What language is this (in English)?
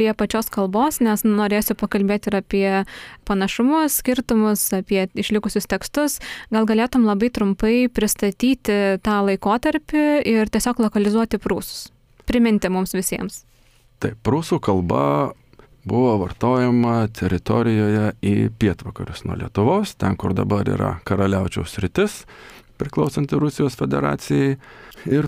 Lithuanian